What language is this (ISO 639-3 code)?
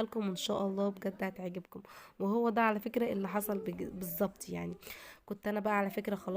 arz